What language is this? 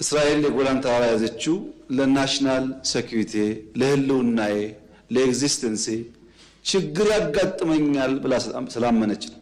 Amharic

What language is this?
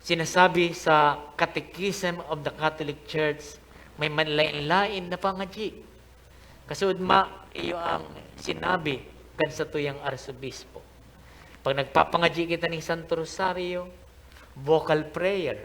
Bikol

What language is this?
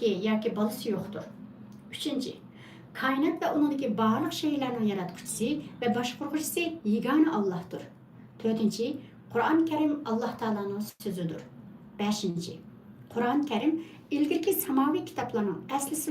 Uyghur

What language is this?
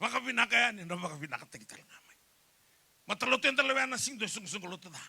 Fijian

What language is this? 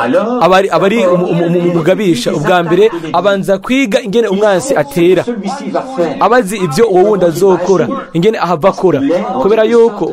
Rundi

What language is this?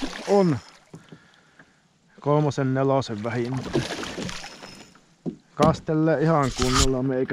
Finnish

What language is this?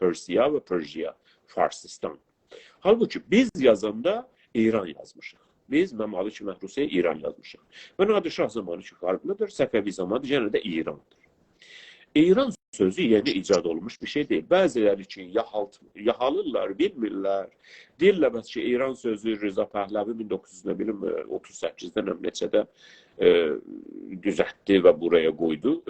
South Azerbaijani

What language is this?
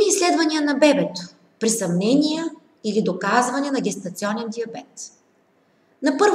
Bulgarian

